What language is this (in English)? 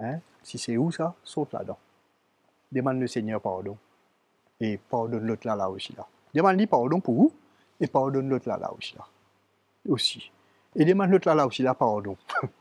Morisyen